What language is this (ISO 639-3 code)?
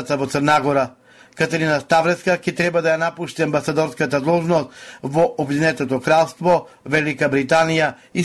mkd